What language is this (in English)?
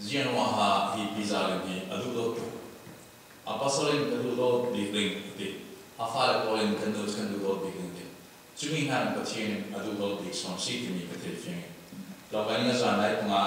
Falam Chin